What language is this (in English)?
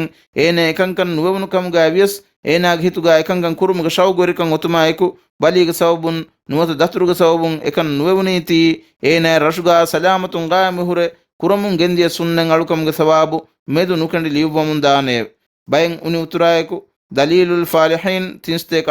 Divehi